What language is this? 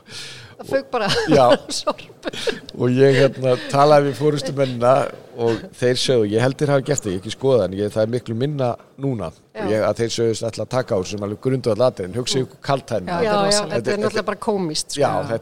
Icelandic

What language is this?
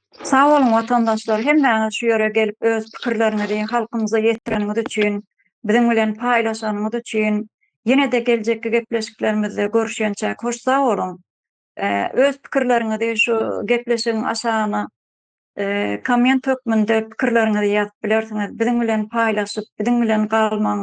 Turkmen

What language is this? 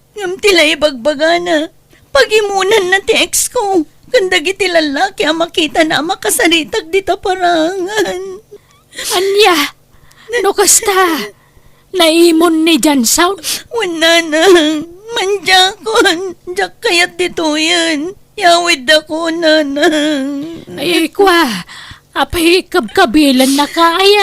Iloko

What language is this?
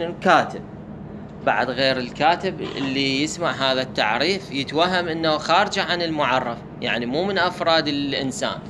Mesopotamian Arabic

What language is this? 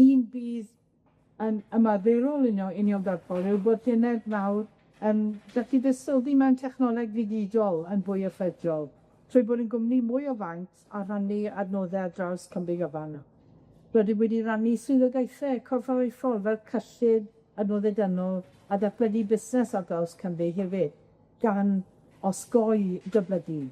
Welsh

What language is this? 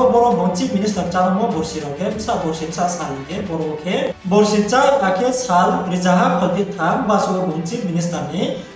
Riang (India)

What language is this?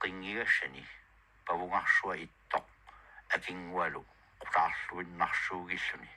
Kalaallisut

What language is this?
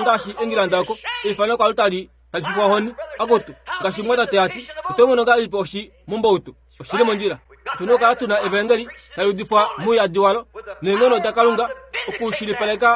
Kuanyama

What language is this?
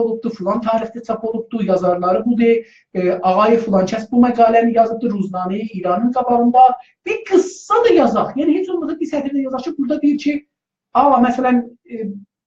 South Azerbaijani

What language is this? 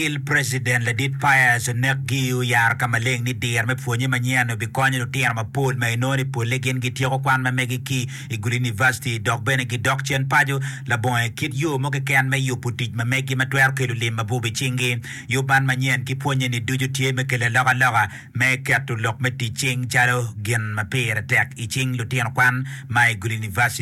Acoli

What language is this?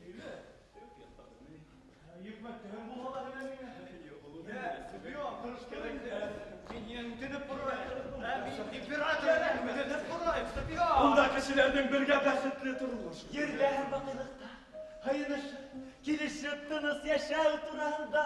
Bashkir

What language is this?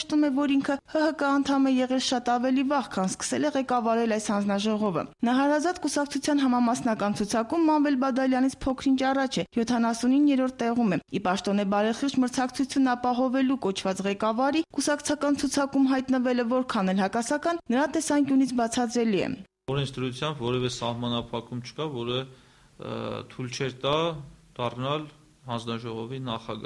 Armenian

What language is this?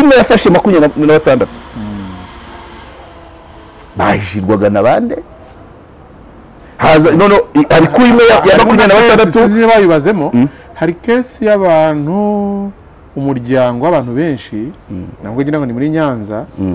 Kinyarwanda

